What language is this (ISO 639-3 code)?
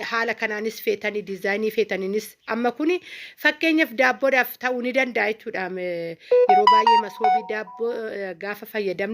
orm